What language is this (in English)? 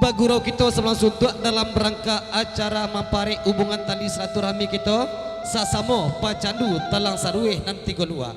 Minangkabau